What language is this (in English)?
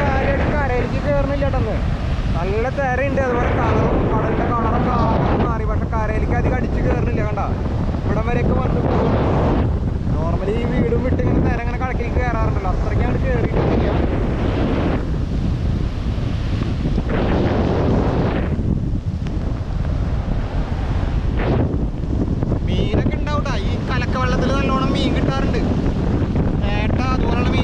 Malayalam